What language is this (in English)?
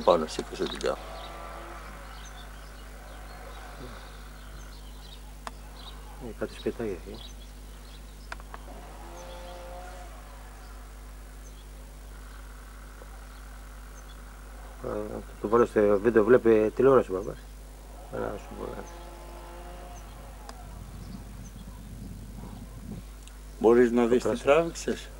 Greek